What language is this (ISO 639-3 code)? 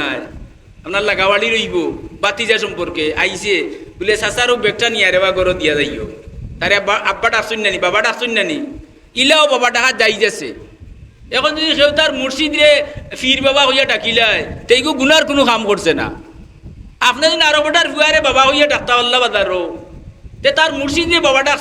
syl